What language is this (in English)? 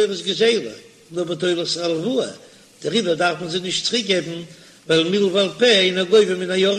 Yiddish